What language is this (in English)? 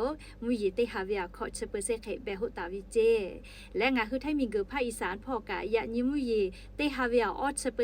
Lahu